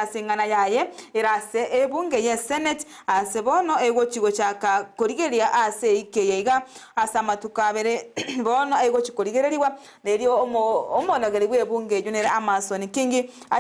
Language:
Gusii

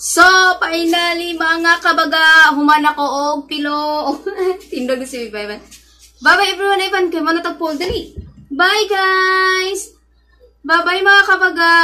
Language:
Cebuano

